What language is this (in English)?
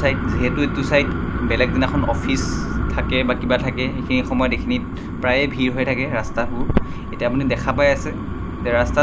Assamese